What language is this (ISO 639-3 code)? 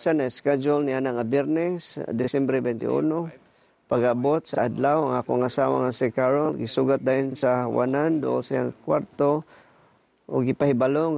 ceb